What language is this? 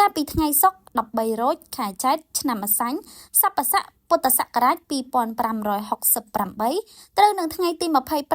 Khmer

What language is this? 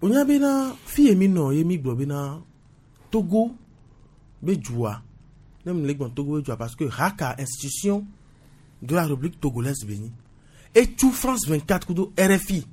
Gen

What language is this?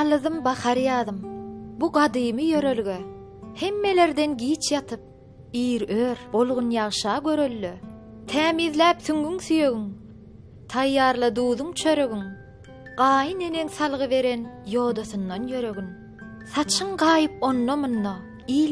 Turkmen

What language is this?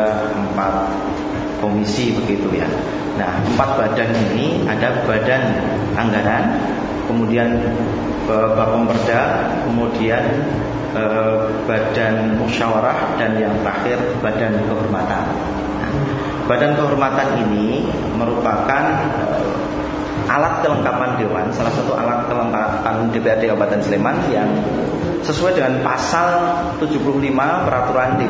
Indonesian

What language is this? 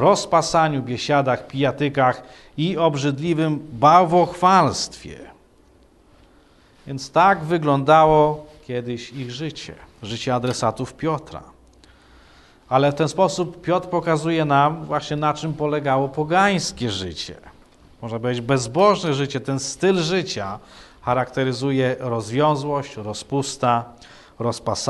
Polish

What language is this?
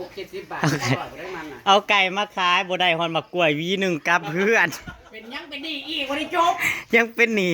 Northeastern Thai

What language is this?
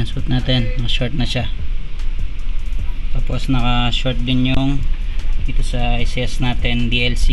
Filipino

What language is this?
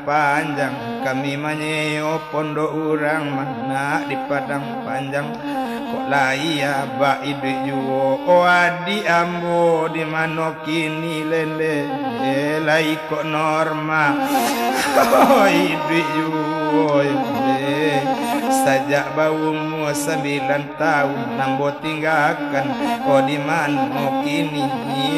Minangkabau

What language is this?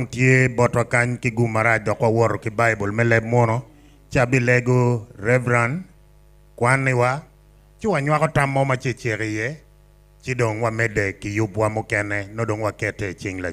Acoli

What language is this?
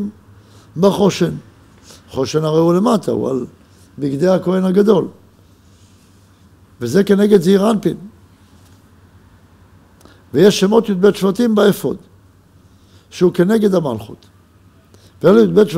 Hebrew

